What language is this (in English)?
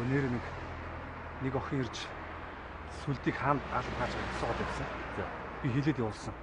Mongolian